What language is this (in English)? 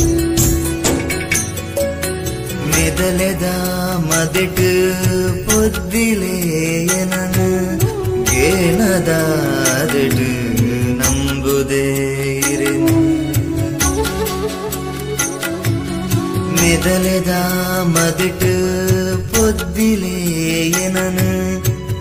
Tulu